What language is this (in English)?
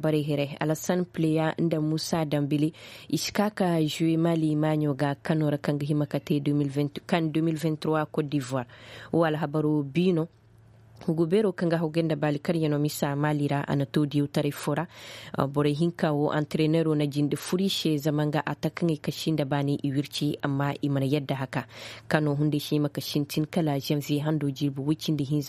Koyraboro Senni